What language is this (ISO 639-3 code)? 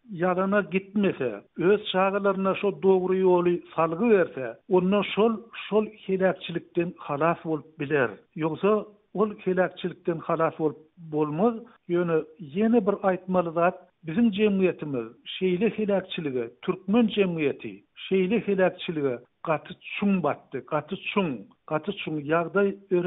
tuk